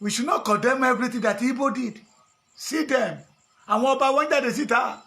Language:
Yoruba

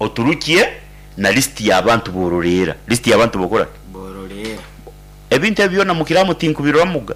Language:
Nyankole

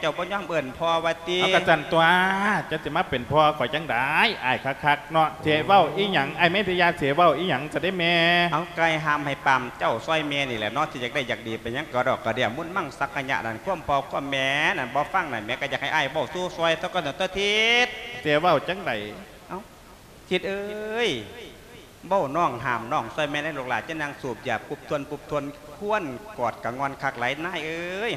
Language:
Lao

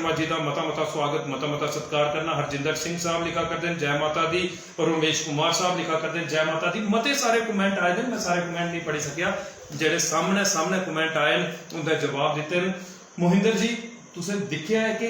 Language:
Dogri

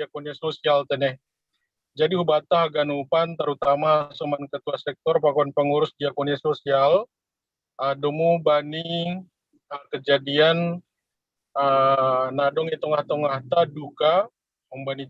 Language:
Batak Simalungun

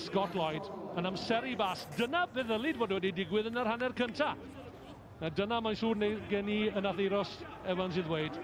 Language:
Welsh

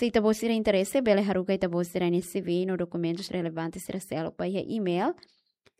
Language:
Tetum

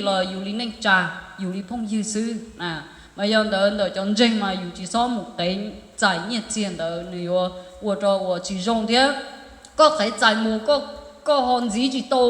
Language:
Hmong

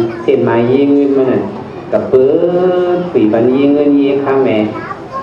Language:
Shan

